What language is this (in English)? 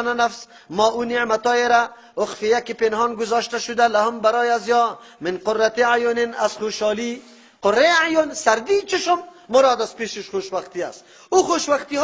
Persian